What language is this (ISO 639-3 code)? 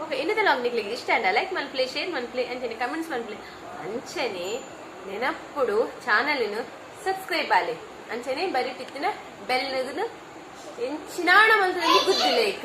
tcy